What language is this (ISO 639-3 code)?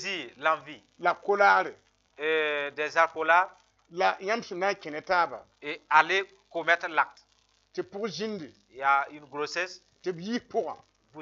mos